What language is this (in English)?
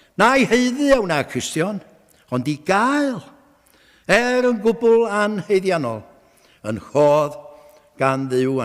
Welsh